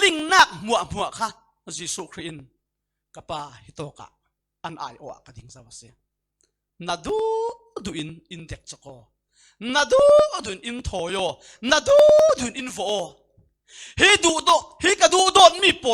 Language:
Falam Chin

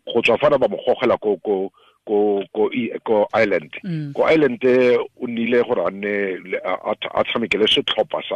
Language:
Tswana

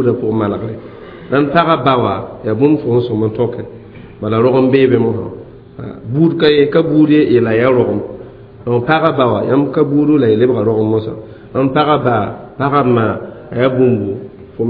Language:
Mossi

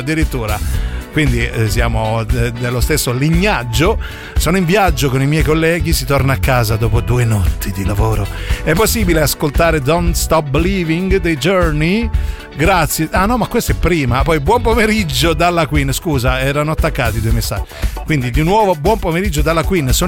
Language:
Italian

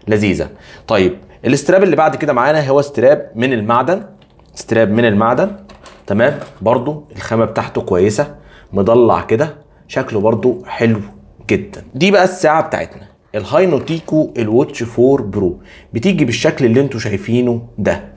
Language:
Egyptian Arabic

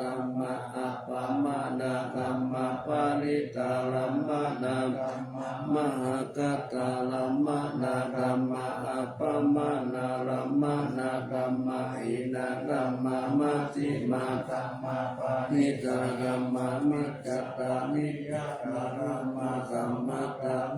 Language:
Pali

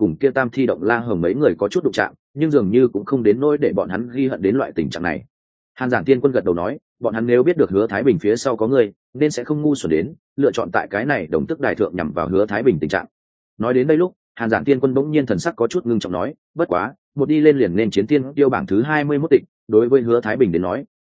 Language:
Vietnamese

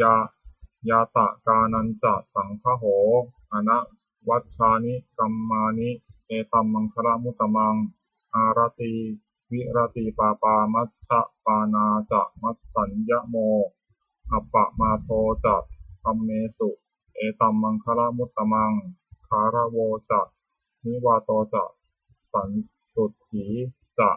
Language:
Pali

